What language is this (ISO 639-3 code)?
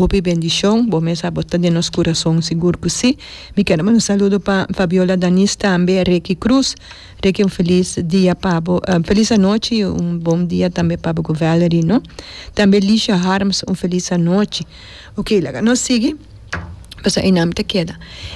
pap